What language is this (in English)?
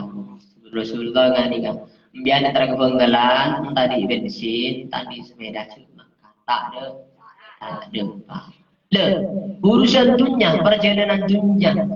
Madurese